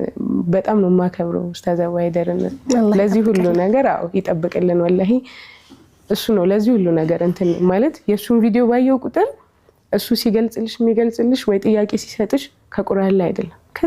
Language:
Amharic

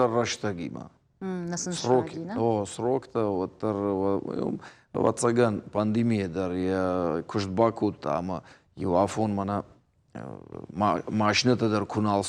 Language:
Ossetic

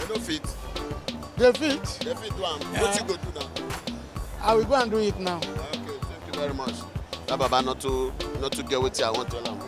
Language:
Nigerian Pidgin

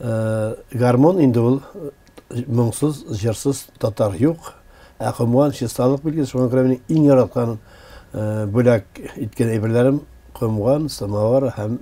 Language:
Tatar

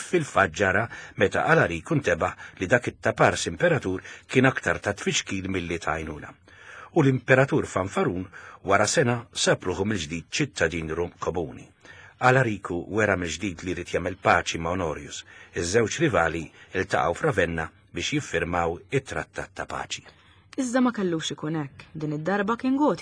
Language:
Maltese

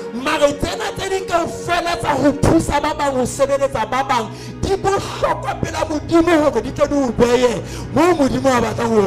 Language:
Southern Sotho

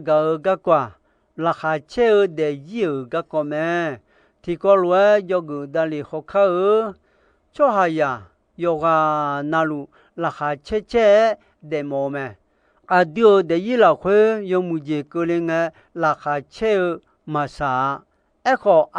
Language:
Akha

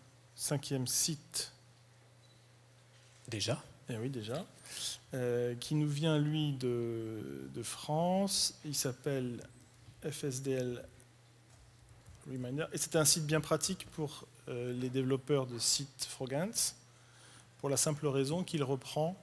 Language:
French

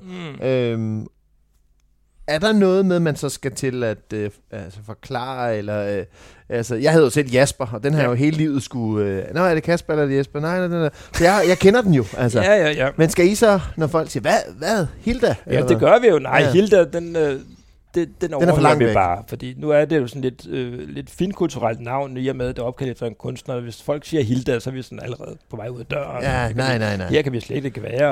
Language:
Danish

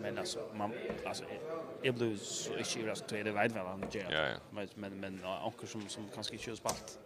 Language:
Faroese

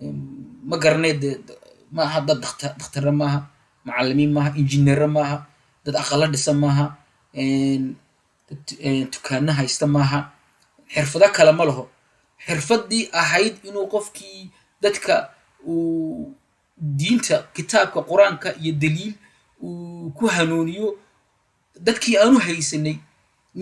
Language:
Somali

